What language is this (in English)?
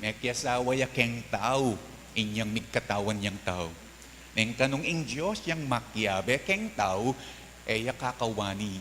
Pampanga